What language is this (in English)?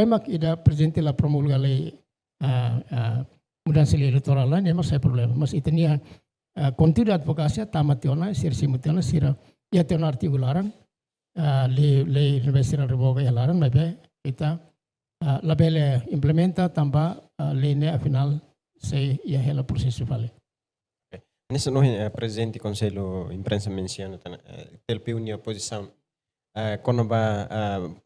Tetum